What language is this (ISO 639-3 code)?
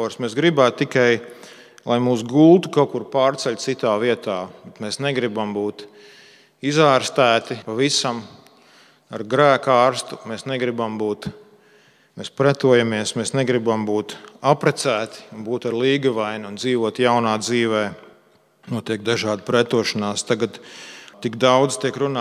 lav